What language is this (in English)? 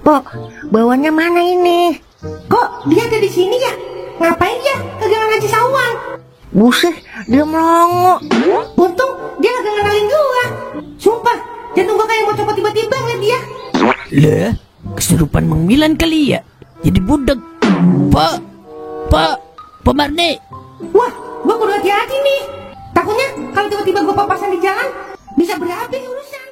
Betawi